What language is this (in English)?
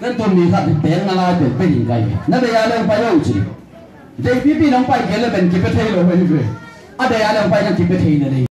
Tedim Chin